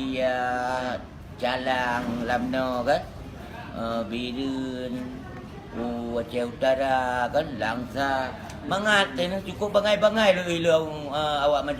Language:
Achinese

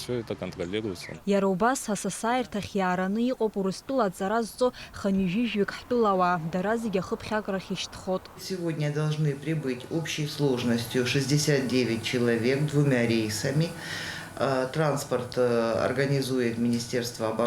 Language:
Abkhazian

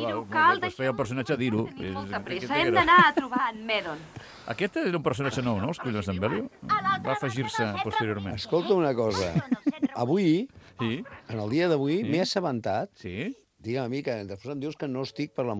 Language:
Catalan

